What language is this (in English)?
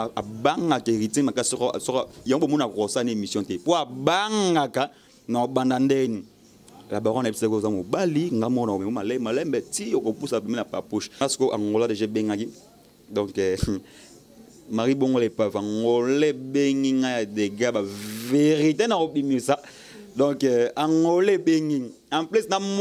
Lingala